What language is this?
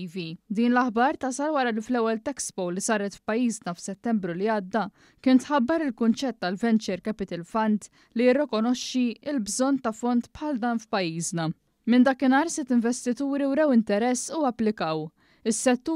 Maltese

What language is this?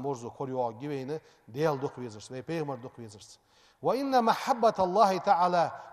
Ingush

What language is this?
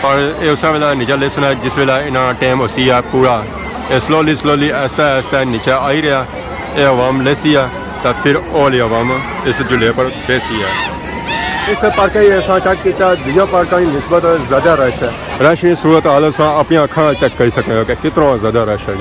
Pahari-Potwari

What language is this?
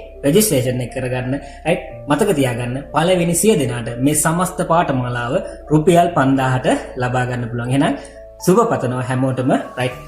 Sinhala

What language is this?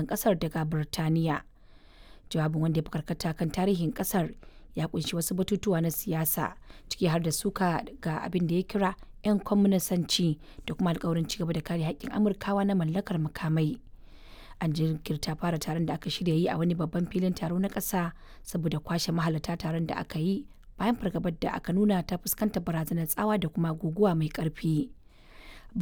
Hausa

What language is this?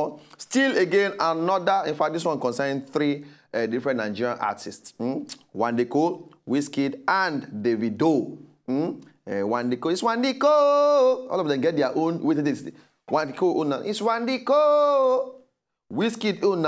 Nigerian Pidgin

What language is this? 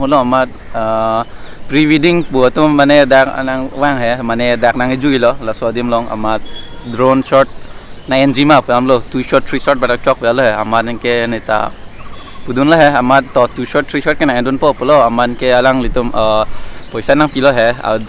Karbi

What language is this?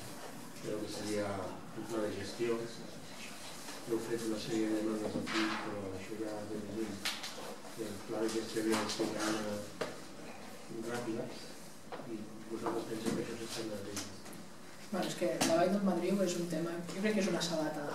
Catalan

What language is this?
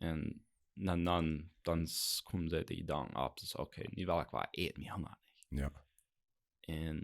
Plautdietsch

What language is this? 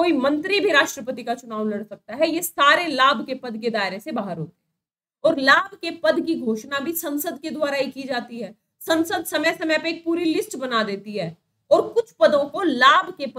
Hindi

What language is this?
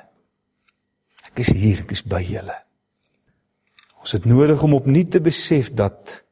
Afrikaans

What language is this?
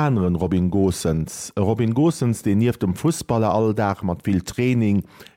Luxembourgish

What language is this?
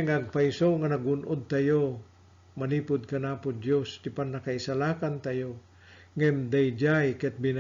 Iloko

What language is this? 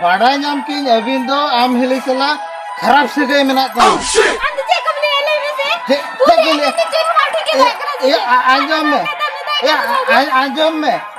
Santali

